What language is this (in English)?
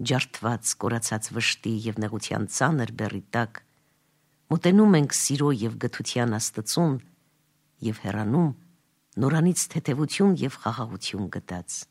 Armenian